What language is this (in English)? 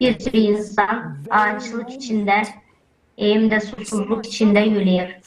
Gagauz